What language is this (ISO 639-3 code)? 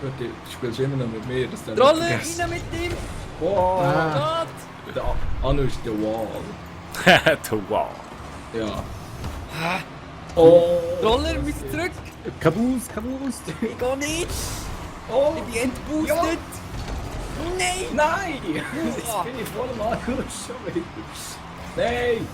gsw